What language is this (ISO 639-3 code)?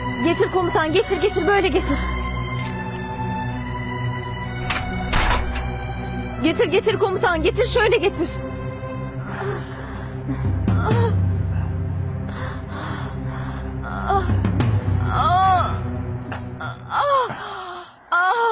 tur